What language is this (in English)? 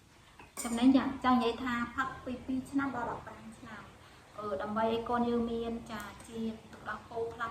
Khmer